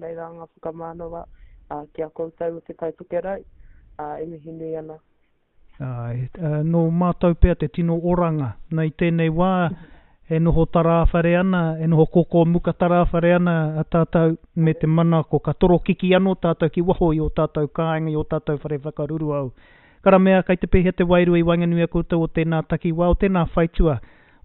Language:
Māori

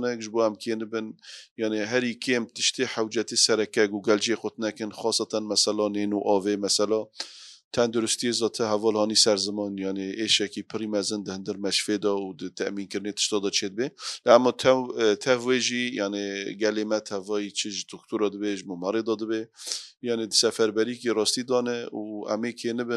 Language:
Kurdish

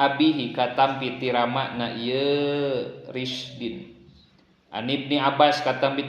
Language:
Sundanese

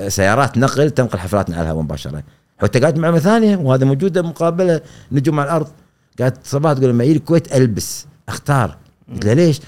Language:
Gulf Arabic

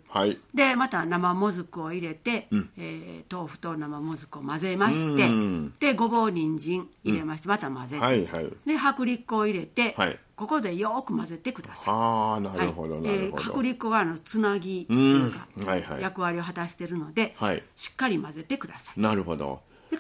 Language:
Japanese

